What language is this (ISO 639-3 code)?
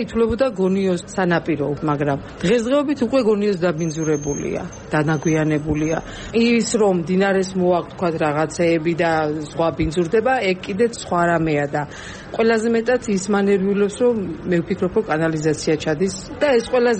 kat